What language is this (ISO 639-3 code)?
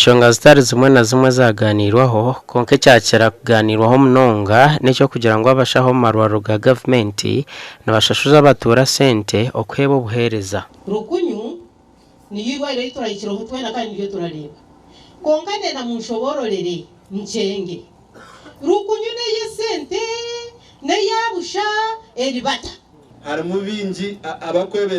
nyn